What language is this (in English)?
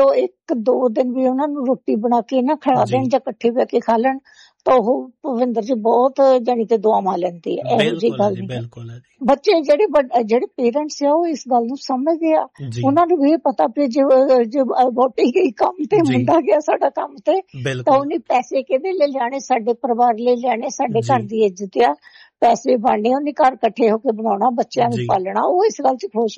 Punjabi